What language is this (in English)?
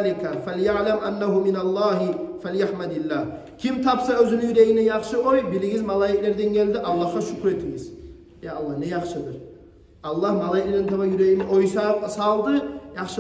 Kumyk